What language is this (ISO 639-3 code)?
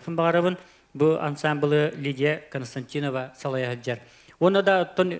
sah